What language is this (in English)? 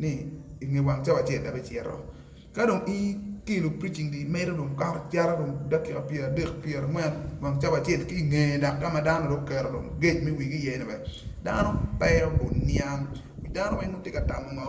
Acoli